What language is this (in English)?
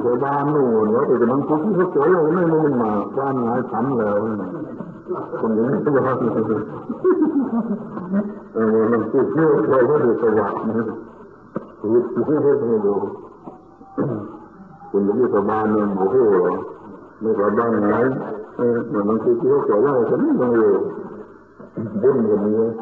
Thai